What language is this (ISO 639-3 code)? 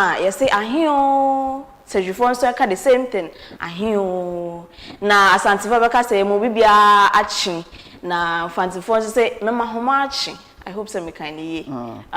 aka